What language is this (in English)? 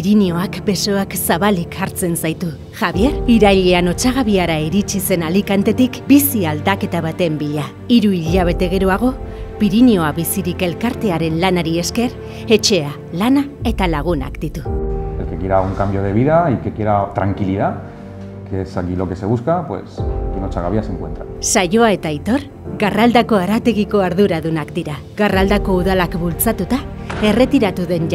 Basque